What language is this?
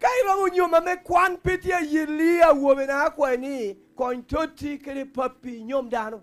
Lango (Uganda)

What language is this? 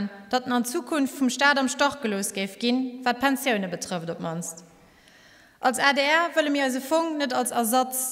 Luxembourgish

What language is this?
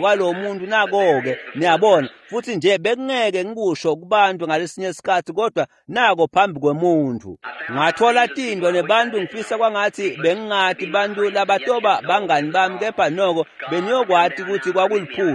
Swati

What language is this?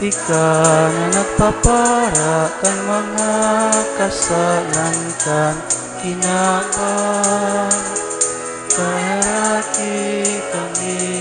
Bikol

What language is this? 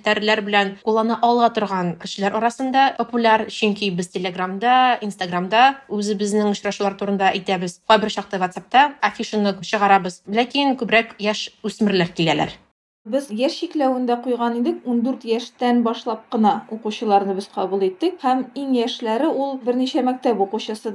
Tatar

